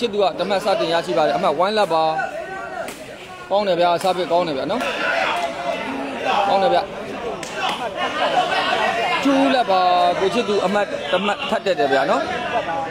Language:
Burmese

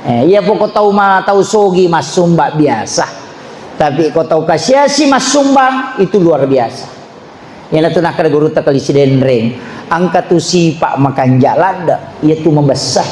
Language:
Buginese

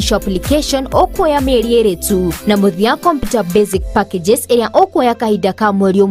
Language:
Kikuyu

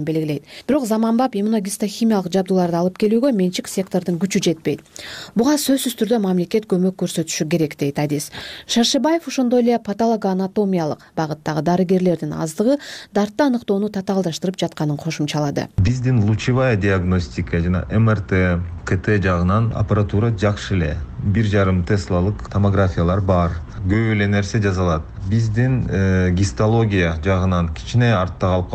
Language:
Kyrgyz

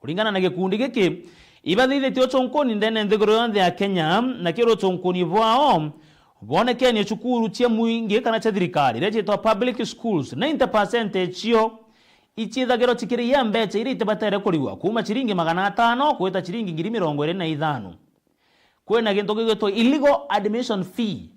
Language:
Meru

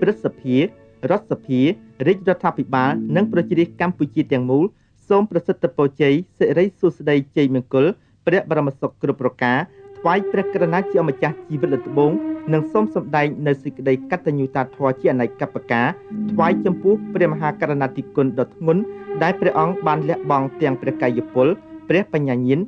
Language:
Khmer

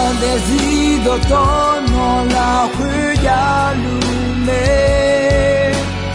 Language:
Akha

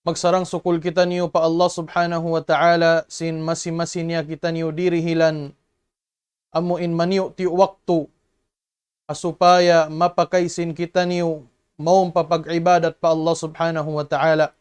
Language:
Tausug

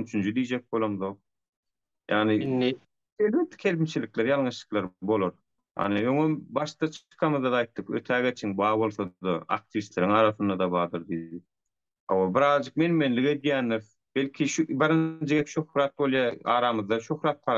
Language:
Turkmen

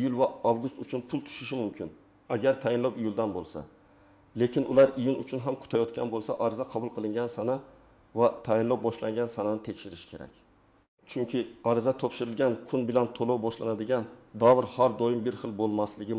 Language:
Uzbek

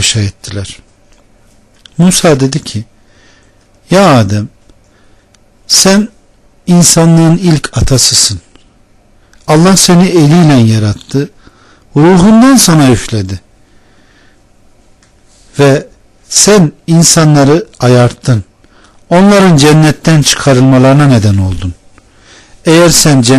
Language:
Turkish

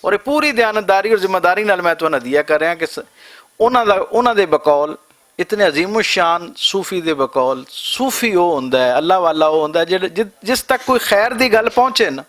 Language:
Western Panjabi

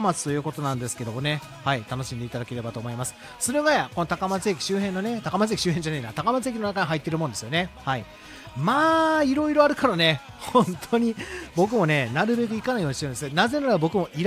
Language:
Japanese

